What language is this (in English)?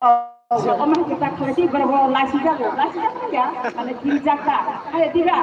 Kok Borok